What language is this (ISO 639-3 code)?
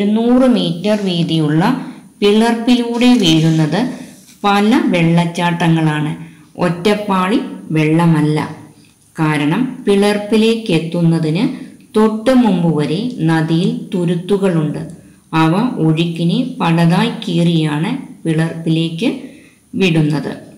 mal